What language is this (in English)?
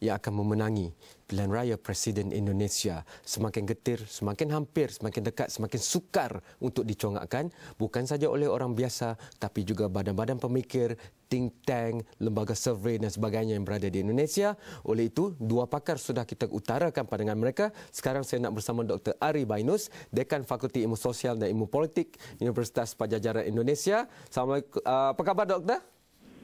Malay